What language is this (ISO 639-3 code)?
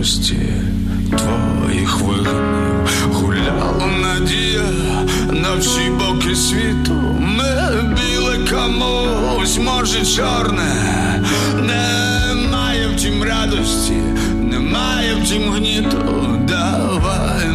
ukr